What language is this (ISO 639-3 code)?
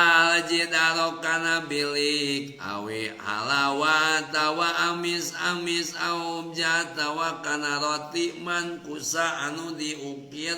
sun